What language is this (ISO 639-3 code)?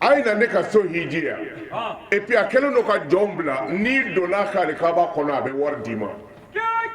bam